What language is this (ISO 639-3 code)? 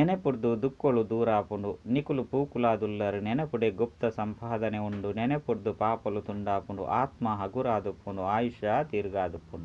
tcy